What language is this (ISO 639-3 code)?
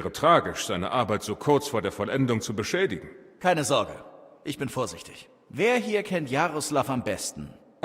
bar